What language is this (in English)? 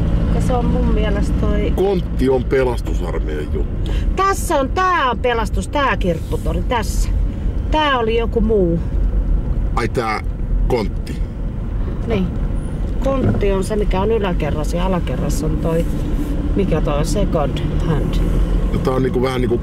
Finnish